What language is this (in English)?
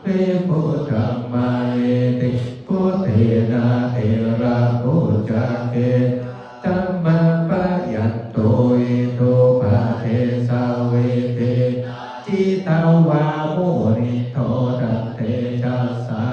Pali